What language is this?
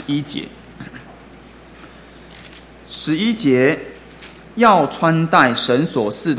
Chinese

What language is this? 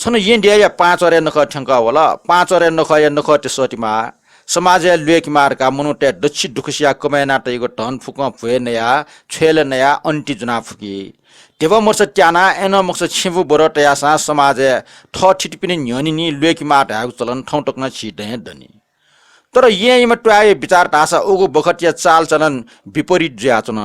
Newari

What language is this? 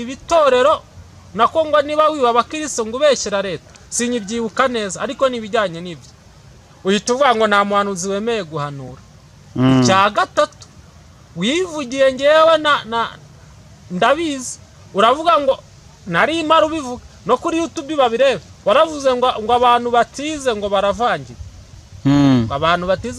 Kinyarwanda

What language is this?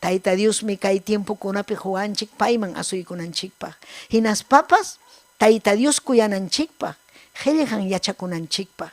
Ayacucho Quechua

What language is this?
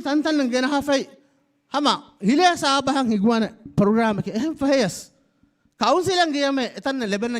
Divehi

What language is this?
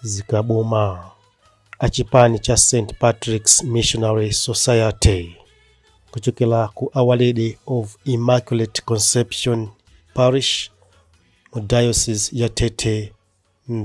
Nyanja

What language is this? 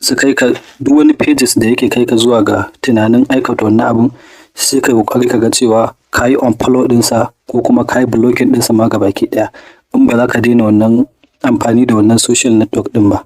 Hausa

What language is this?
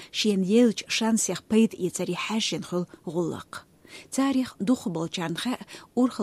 Chechen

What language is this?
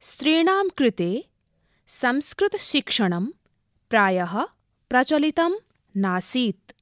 Sanskrit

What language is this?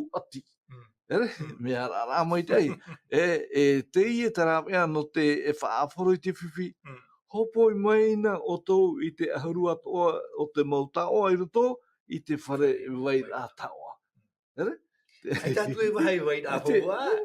Tahitian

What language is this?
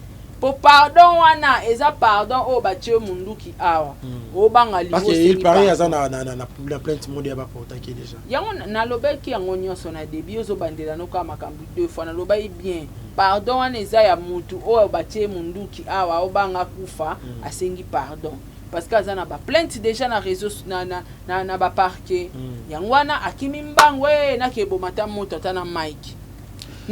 Lingala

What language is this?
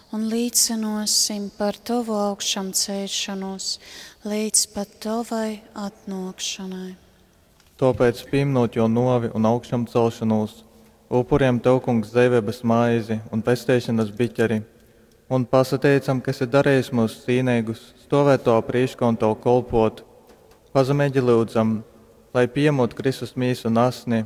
Latgalian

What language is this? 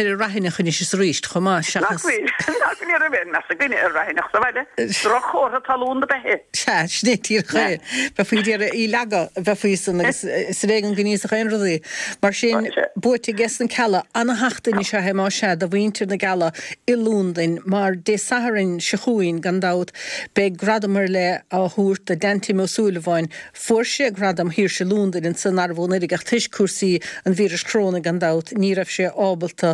Irish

